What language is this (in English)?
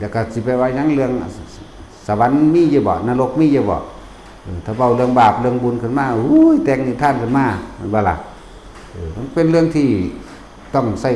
Northeastern Thai